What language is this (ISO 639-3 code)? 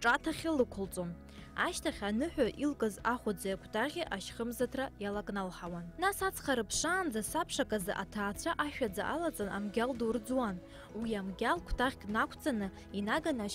abk